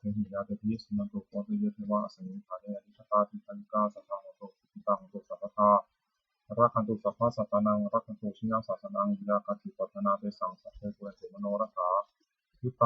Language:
Pali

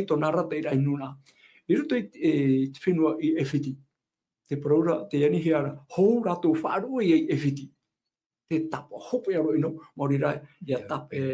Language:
Tahitian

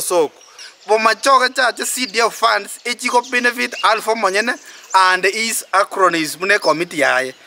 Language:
Gusii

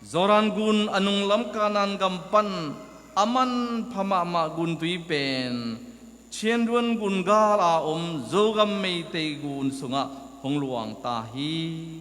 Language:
Tedim Chin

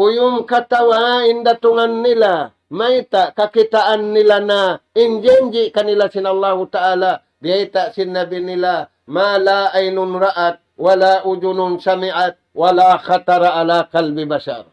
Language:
Tausug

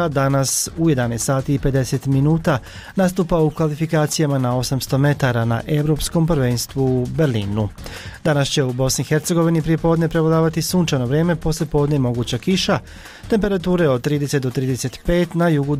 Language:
Bosnian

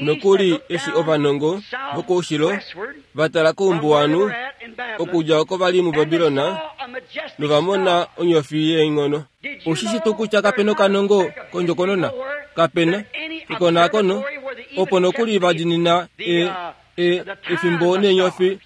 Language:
Kuanyama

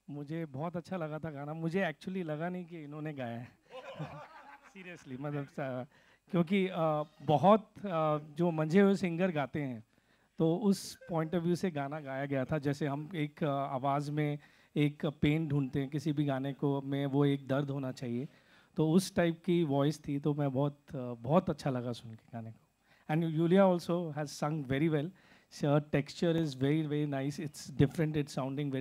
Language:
Hindi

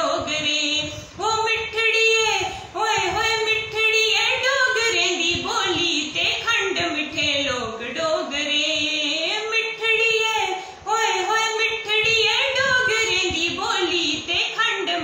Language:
Dogri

